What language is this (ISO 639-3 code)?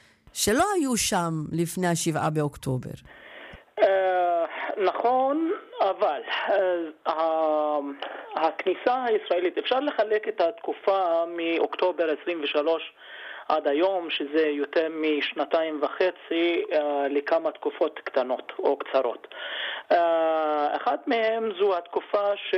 heb